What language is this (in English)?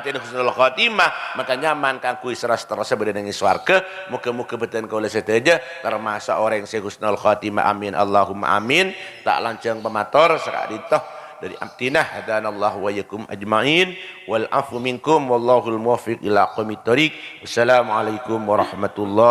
Madurese